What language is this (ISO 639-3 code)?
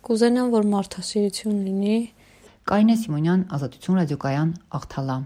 hye